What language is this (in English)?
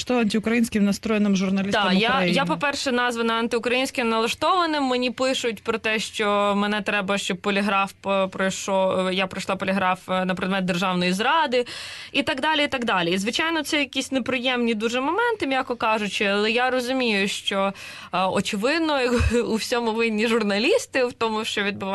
Ukrainian